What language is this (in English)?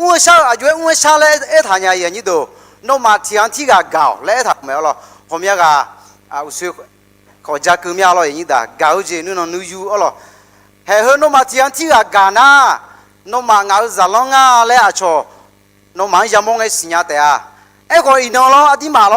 Akha